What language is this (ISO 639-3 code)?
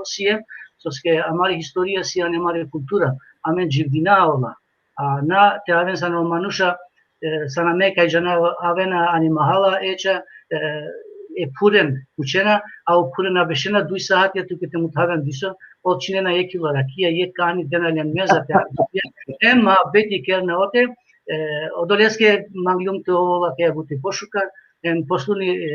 rmn